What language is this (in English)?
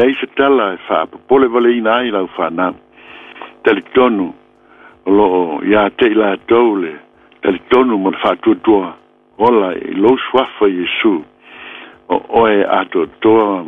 Samoan